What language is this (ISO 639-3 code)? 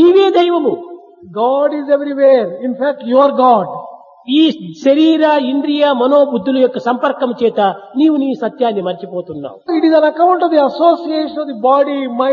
tel